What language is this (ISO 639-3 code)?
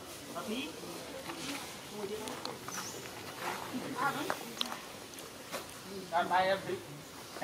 vie